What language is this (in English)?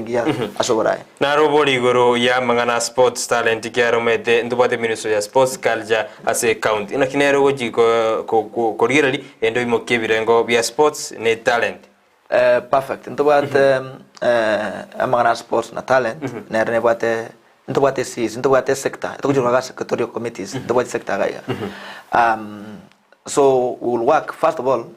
Gusii